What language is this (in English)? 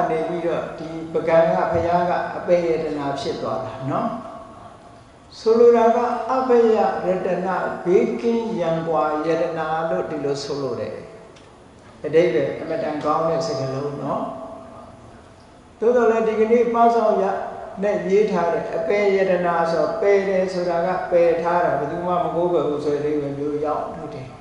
Burmese